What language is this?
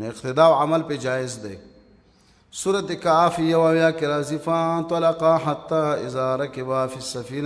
Pashto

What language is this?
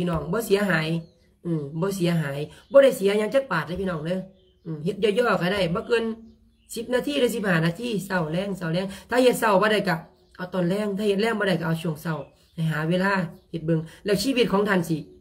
Lao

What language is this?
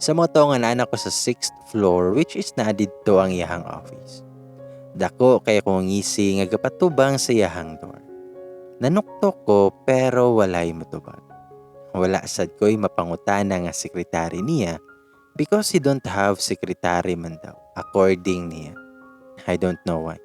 Cebuano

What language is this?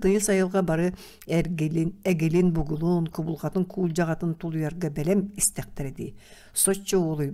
Yakut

